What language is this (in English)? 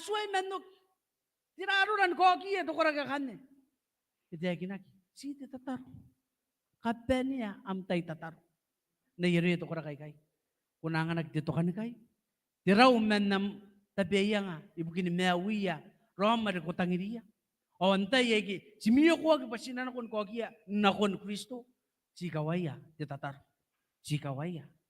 Gilbertese